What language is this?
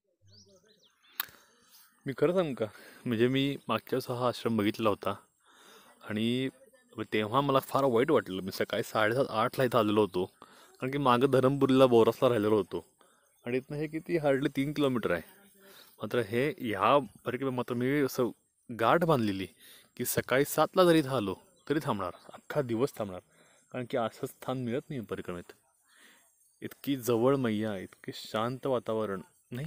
Marathi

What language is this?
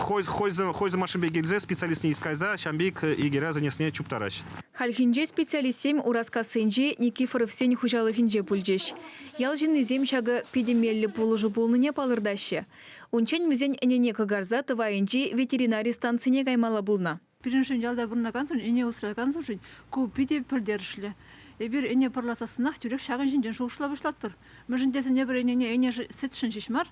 Chuvash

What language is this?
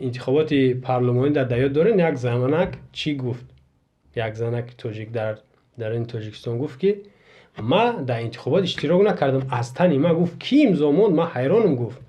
Tajik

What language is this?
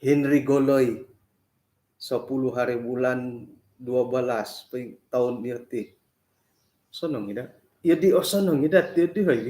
Central Dusun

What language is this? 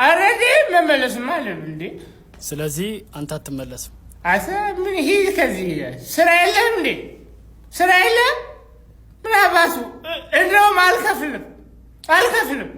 Amharic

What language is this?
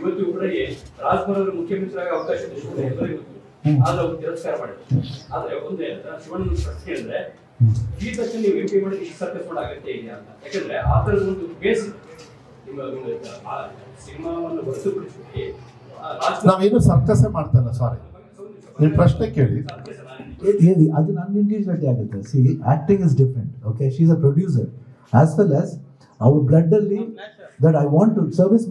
Kannada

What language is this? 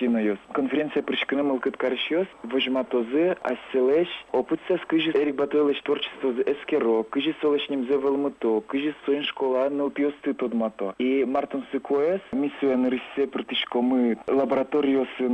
Udmurt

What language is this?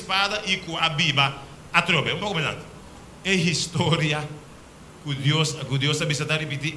Papiamento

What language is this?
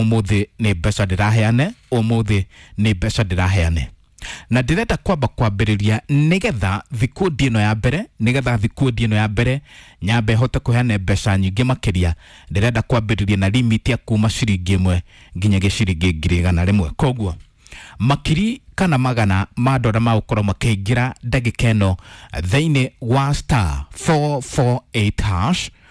Kikuyu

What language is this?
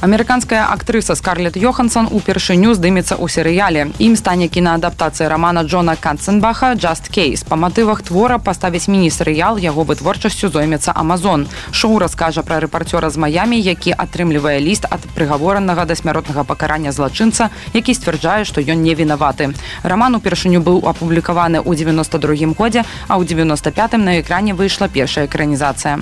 Belarusian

